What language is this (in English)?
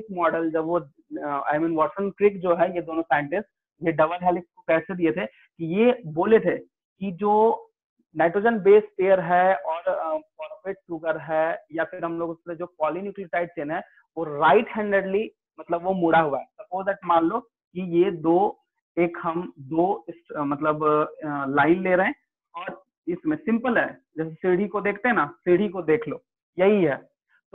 Hindi